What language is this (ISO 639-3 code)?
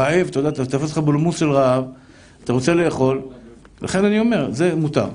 heb